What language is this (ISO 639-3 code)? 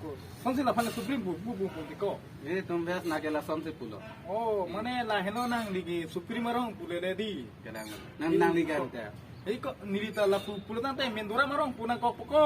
mjw